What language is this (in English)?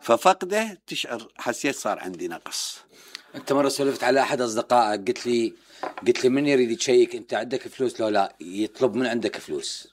Mesopotamian Arabic